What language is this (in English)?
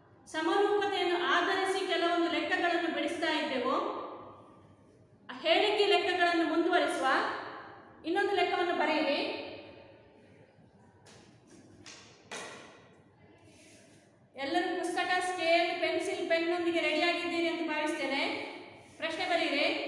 Kannada